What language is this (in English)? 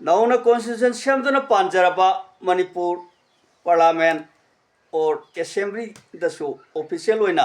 Manipuri